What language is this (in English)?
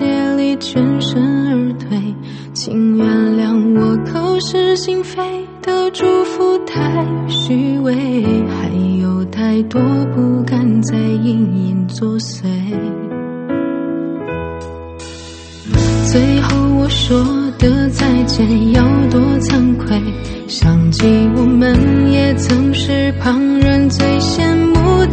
Chinese